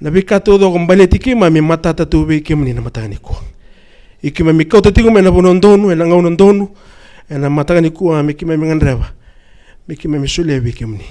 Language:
Fijian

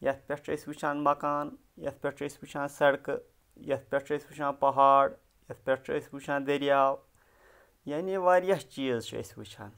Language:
Kashmiri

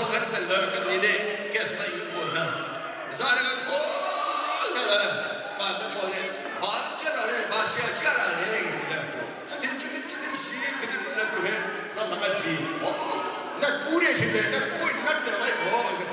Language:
Hakha Chin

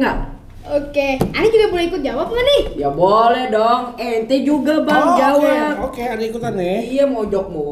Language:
Betawi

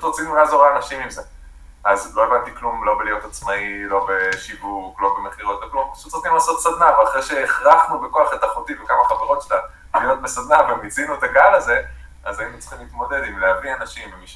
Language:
Hebrew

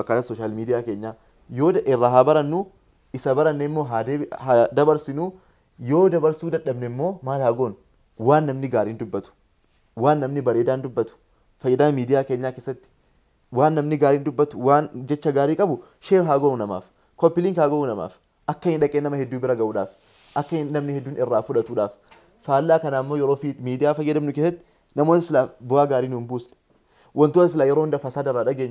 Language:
Oromo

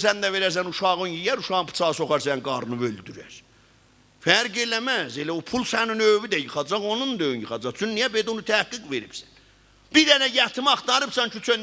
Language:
South Azerbaijani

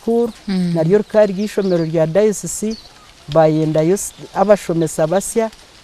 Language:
Nyankole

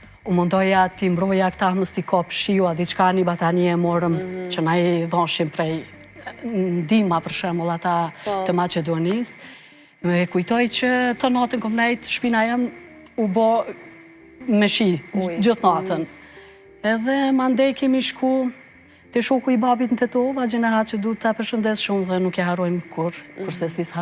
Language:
Albanian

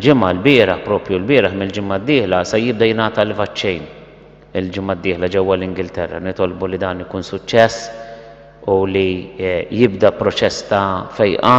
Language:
Maltese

